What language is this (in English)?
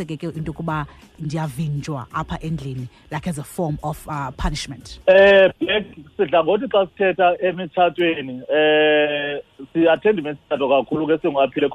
Xhosa